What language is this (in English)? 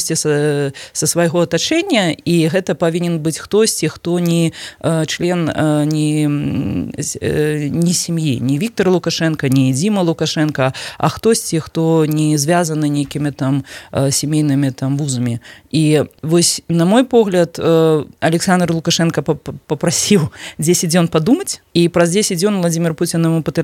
Belarusian